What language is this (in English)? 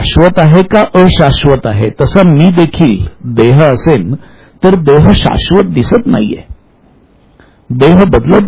Marathi